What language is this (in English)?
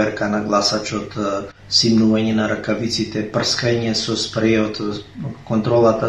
Macedonian